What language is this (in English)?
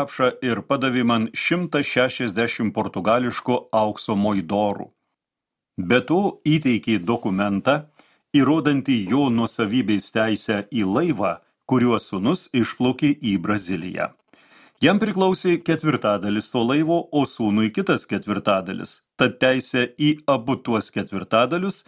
Lithuanian